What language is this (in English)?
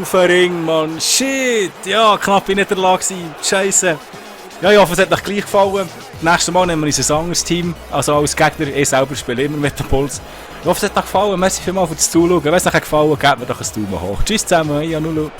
Swiss German